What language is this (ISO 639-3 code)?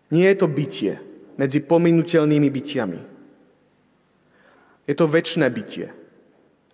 slk